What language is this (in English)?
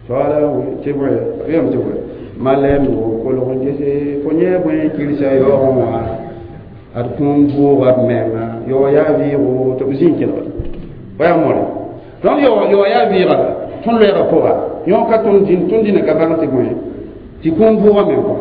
Mossi